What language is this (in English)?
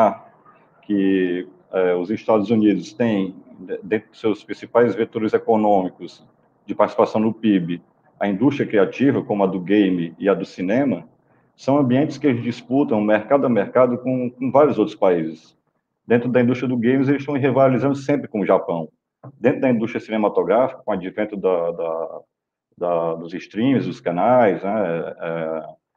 Portuguese